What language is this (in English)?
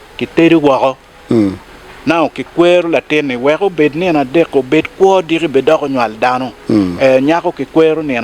Acoli